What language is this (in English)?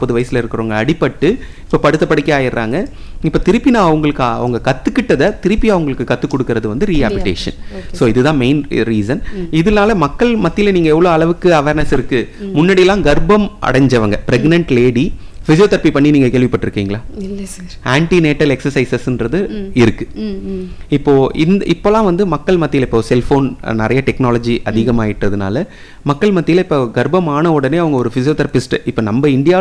Tamil